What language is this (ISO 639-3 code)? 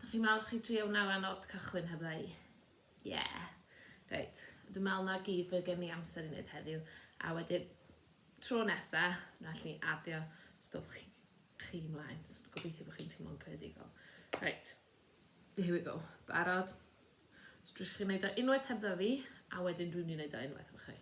cym